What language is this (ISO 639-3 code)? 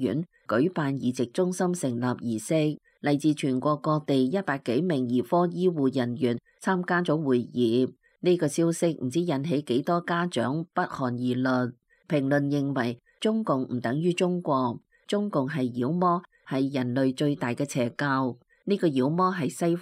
yue